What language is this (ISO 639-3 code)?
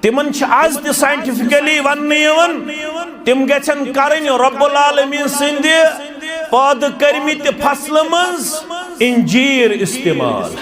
kas